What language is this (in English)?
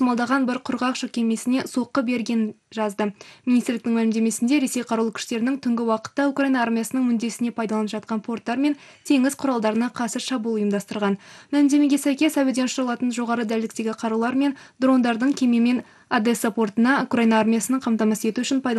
Kazakh